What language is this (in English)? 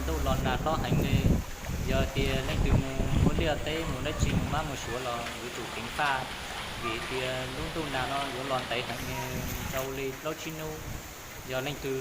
Hmong